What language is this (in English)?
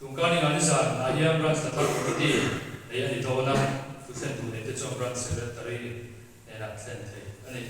Mizo